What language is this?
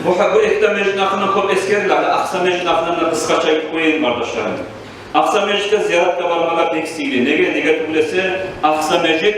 Kumyk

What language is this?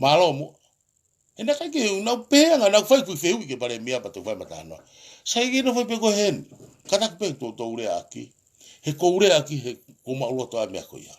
Tongan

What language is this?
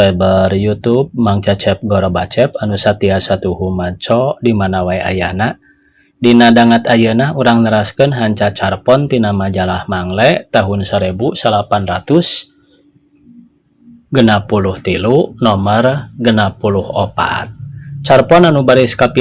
Sundanese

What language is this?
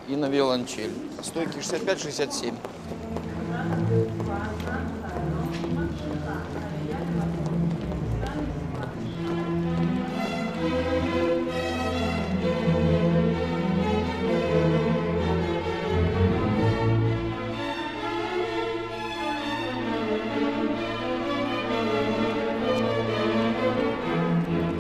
Russian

